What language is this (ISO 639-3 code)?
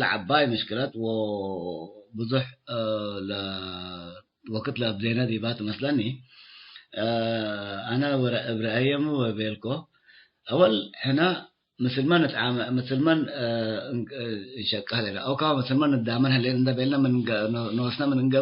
tig